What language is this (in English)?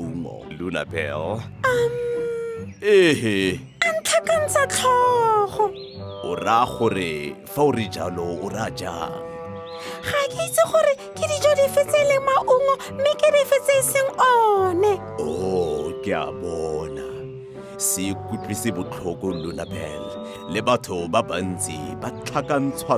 Tswana